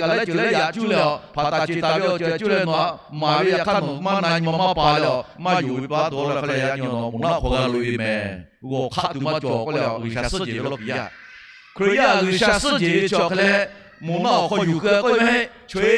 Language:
Lahu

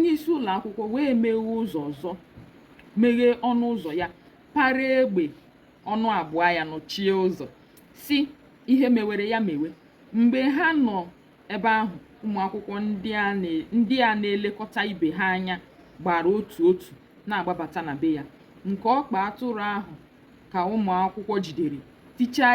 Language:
Igbo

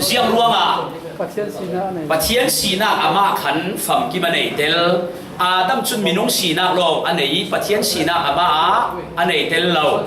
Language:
Falam Chin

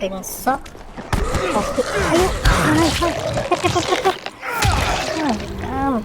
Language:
Banjar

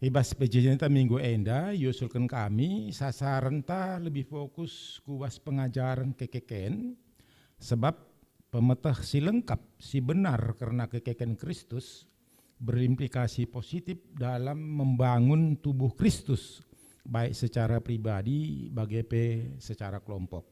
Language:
Batak Karo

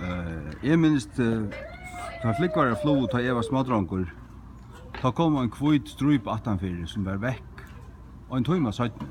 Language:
Faroese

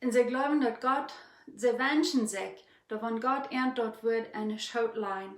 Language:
Plautdietsch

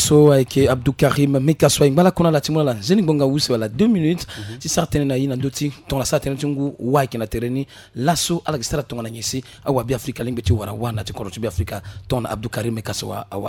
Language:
Sango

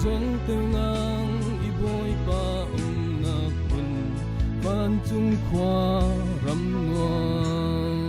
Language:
Falam Chin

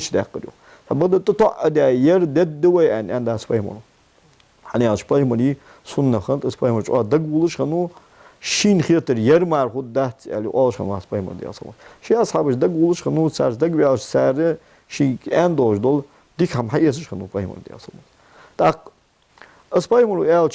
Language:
Ingush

